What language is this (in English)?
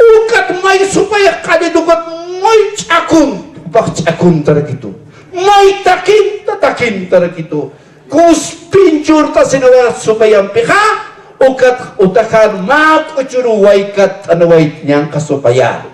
Aymara